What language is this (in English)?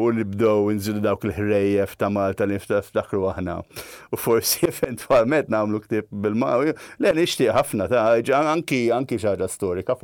Maltese